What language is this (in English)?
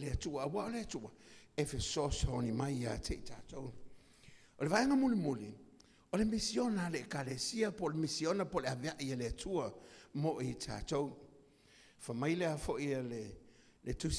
Samoan